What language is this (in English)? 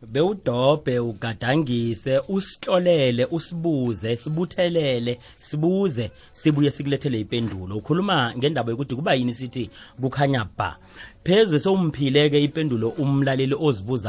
South Ndebele